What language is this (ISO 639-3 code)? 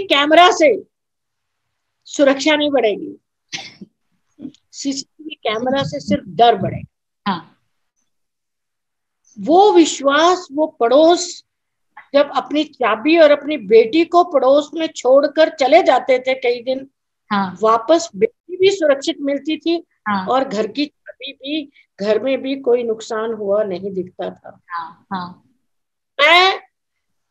hin